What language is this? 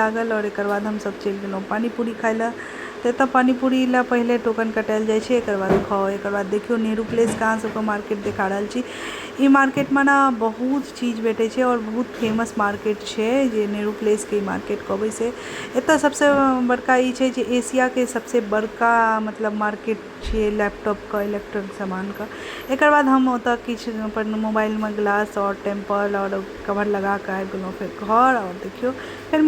Maithili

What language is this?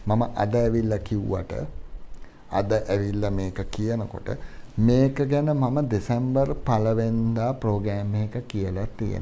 Sinhala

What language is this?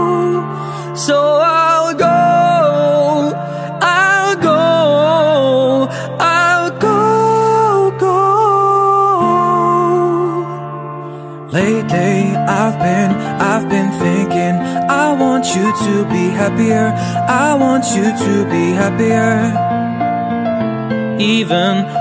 English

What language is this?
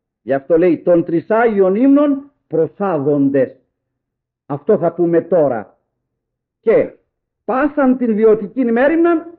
Greek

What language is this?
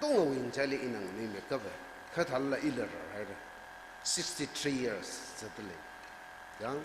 Tangkhul Naga (India)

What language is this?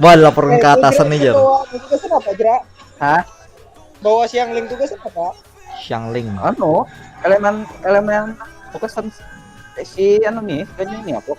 Banjar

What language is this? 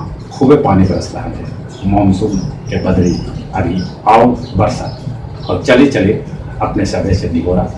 Magahi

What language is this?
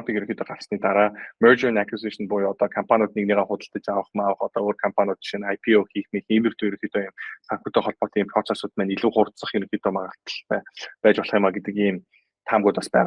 Mongolian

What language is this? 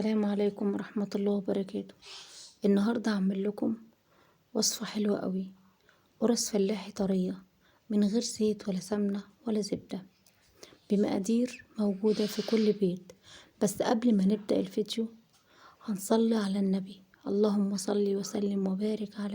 Egyptian Arabic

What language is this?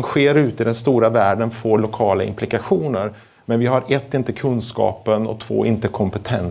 Swedish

